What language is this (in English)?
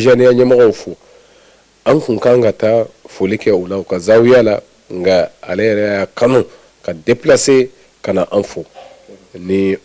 Bambara